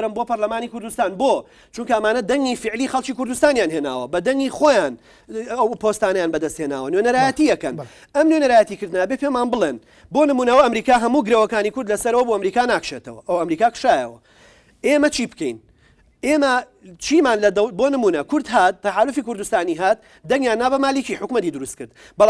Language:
Central Kurdish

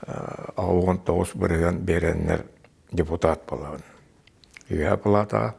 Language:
Yakut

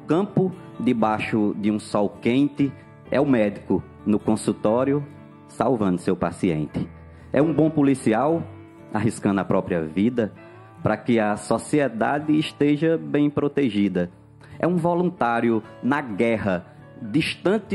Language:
Portuguese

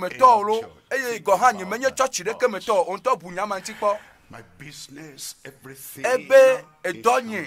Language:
Ewe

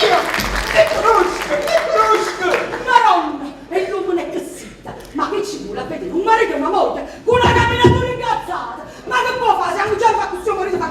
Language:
Neapolitan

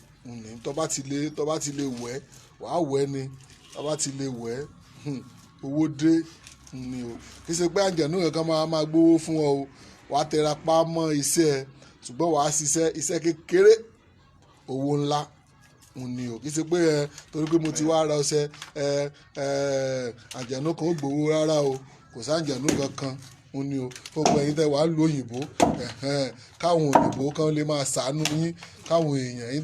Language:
Yoruba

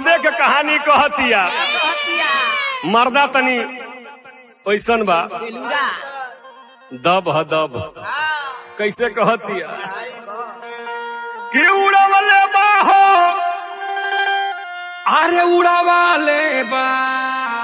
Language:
Bhojpuri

